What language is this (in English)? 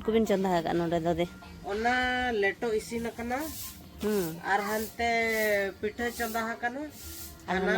Santali